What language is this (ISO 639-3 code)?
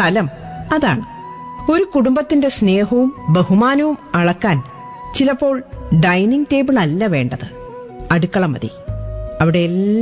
mal